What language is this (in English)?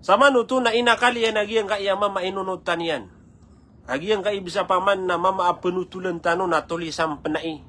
Maranao